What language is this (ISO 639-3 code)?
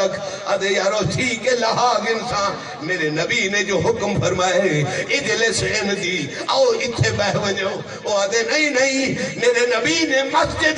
skr